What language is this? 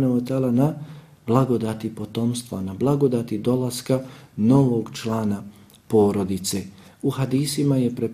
Bosnian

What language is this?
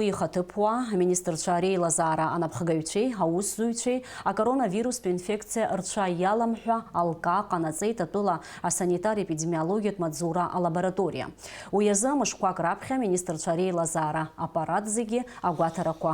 Abkhazian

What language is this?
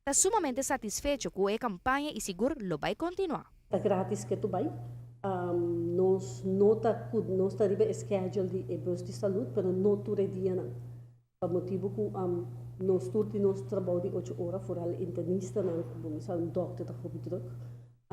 Papiamento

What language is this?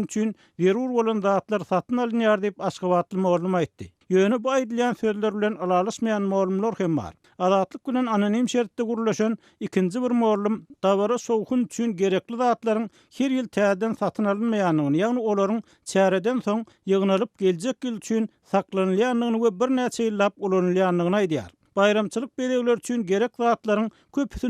Turkmen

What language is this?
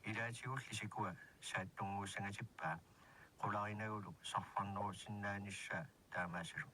Kalaallisut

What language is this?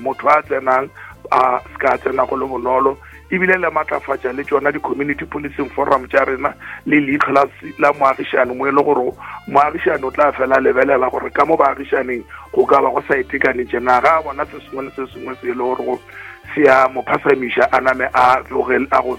Northern Sotho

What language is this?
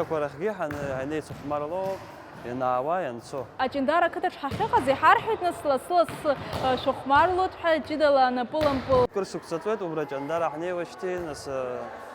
Abkhazian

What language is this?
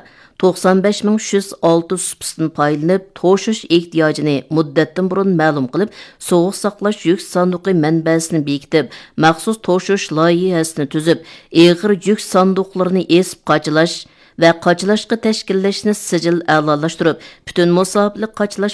Uyghur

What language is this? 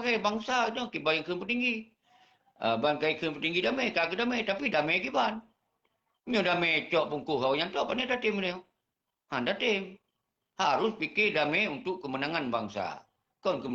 Achinese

